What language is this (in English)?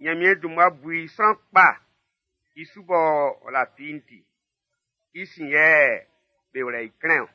Baoulé